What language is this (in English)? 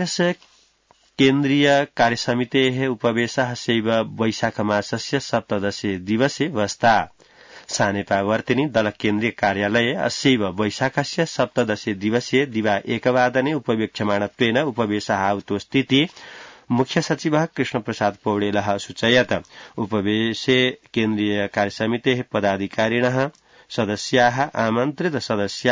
Sanskrit